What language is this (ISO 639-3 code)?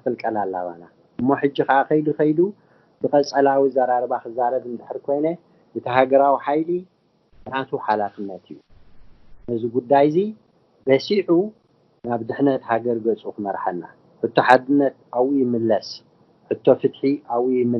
tir